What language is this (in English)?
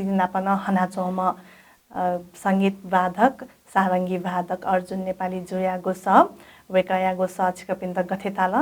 Newari